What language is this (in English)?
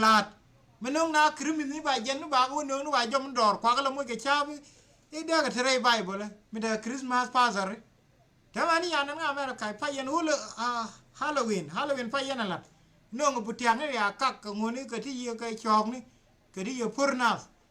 Nuer